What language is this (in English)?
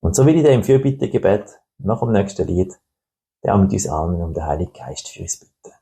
Swiss German